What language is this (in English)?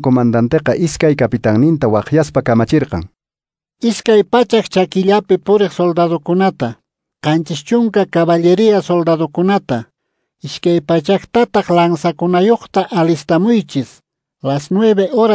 Quechua